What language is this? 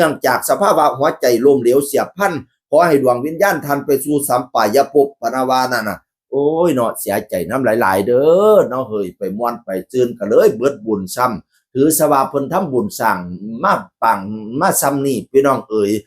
Northeastern Thai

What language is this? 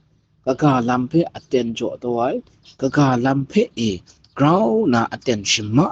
Kachin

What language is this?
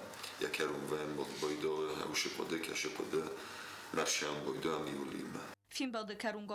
Ossetic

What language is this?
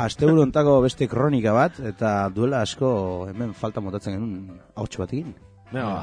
Basque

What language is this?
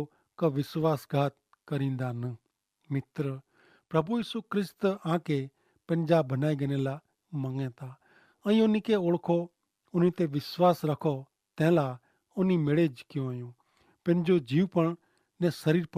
Kachhi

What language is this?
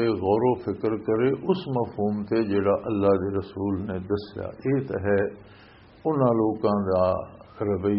Western Panjabi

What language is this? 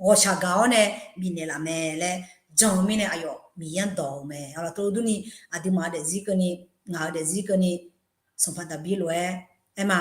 Akha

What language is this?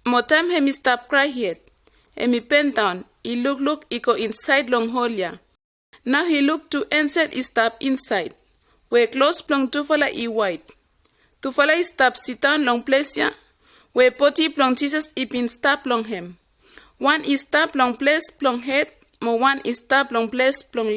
Bislama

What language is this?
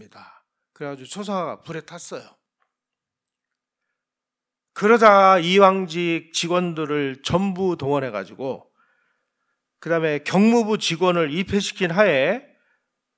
Korean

